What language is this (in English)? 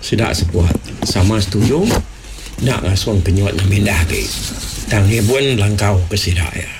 Iban